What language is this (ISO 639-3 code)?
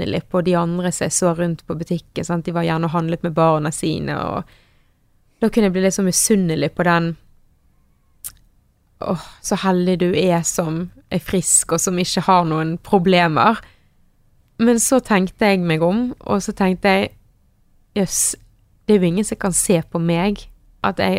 nor